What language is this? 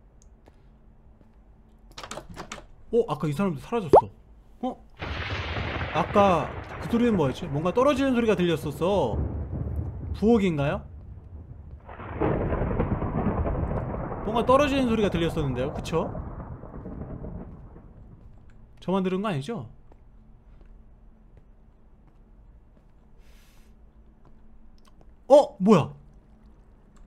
Korean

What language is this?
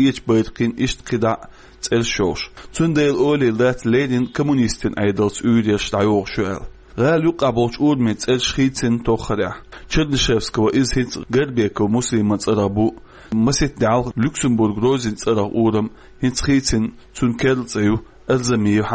Chechen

